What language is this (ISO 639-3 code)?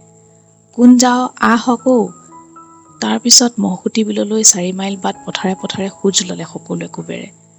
asm